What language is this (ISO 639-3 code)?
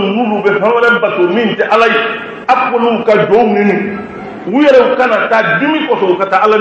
bam